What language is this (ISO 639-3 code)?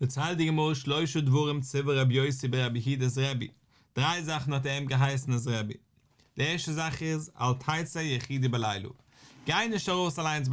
yid